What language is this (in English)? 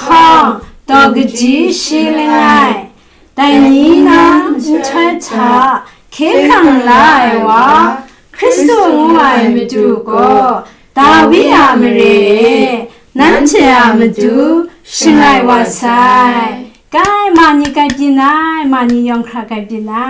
Kachin